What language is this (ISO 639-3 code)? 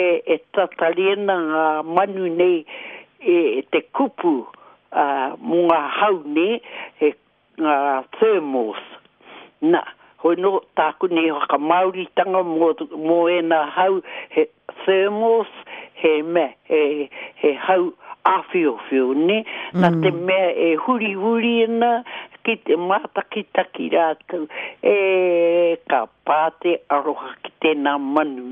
mri